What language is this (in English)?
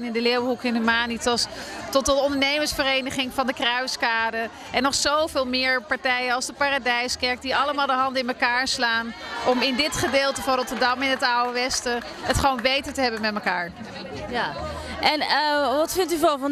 Dutch